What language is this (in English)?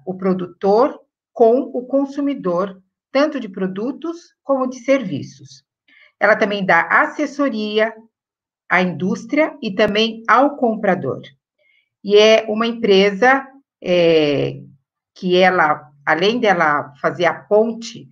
Portuguese